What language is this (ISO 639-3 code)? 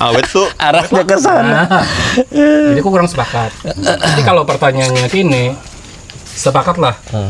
bjn